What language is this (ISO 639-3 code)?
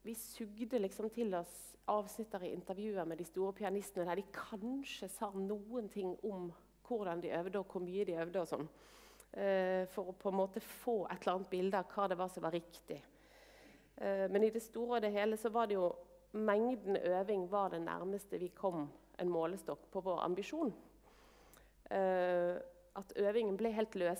nor